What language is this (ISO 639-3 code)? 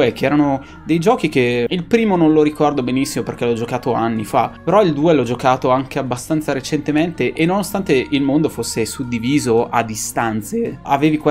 ita